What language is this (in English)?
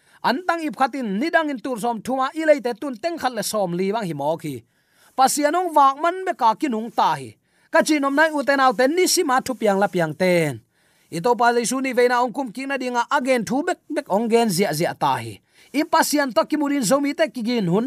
Tedim Chin